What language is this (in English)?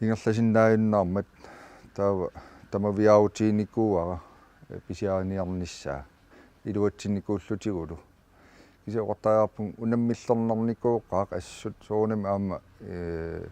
Kalaallisut